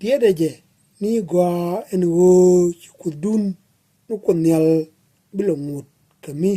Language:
Nuer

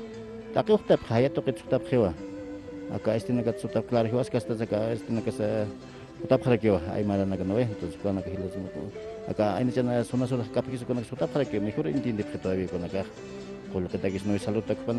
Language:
Aymara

